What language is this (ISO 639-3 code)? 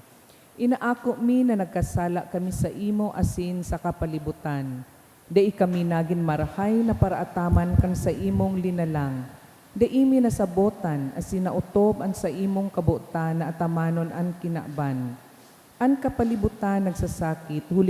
bik